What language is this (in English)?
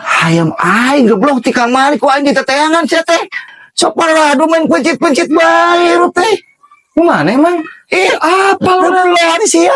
Sundanese